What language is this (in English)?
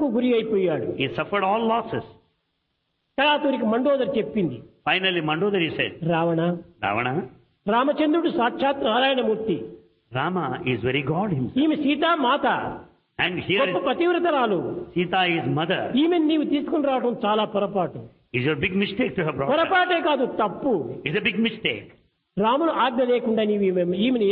Telugu